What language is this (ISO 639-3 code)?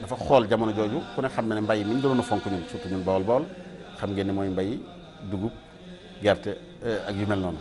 wol